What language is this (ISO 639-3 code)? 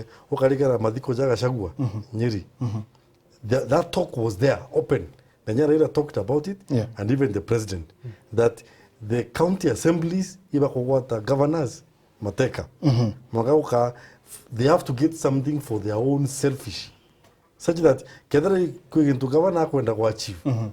mer